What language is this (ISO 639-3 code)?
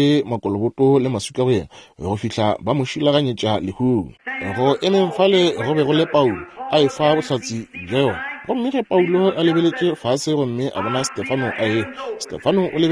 nso